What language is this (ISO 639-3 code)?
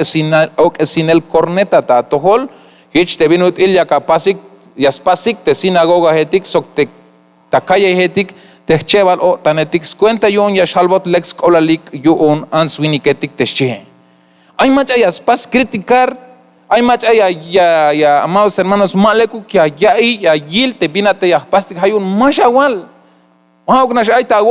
tzh